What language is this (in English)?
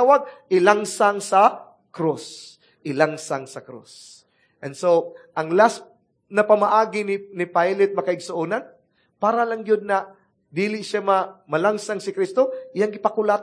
Cebuano